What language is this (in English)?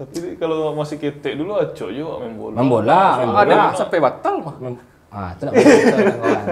Minangkabau